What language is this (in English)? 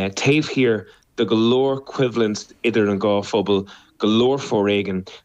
Irish